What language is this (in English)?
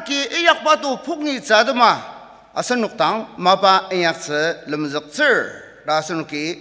Ao Naga